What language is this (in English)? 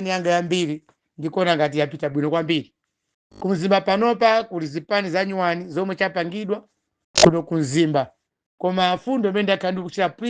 Nyanja